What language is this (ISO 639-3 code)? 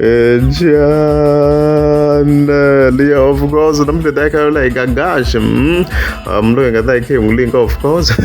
tso